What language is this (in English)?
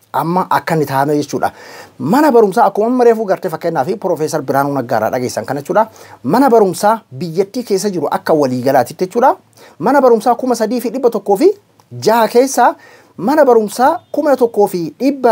Oromo